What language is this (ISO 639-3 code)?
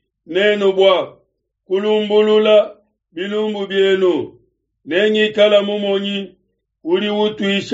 lua